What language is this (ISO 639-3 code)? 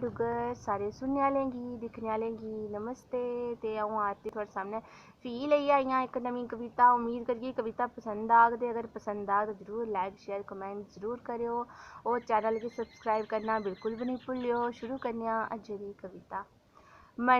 doi